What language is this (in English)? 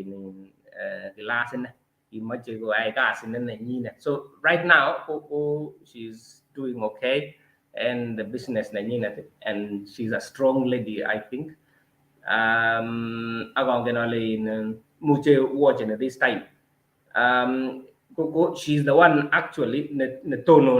Kalenjin